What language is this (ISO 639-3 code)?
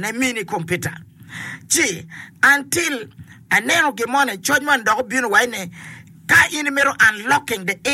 ach